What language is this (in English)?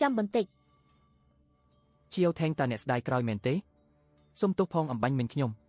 Khmer